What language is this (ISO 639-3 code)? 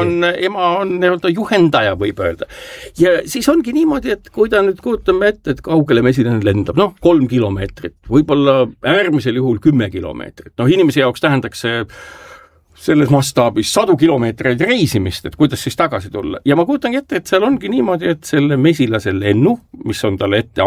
est